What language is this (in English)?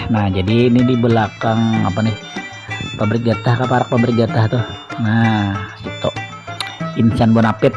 Banjar